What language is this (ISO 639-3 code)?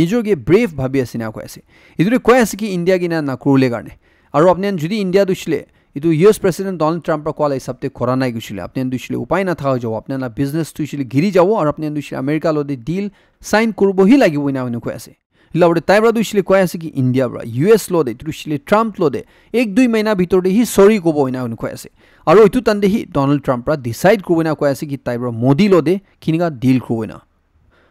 nag